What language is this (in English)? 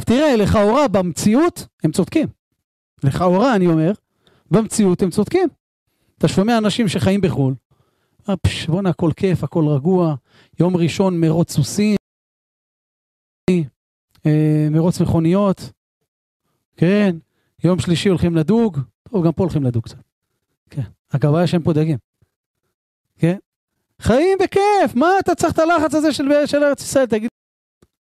Hebrew